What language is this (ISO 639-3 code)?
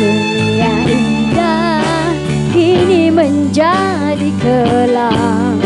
bew